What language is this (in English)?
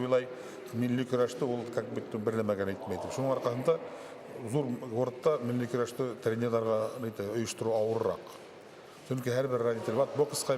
Bashkir